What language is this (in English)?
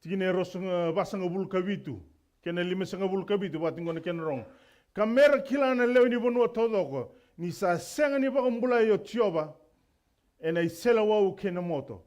Fijian